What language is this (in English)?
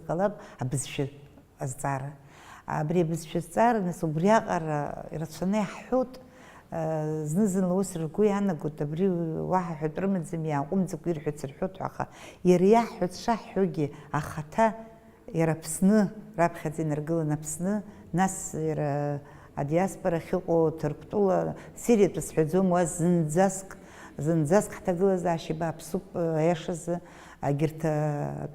Abkhazian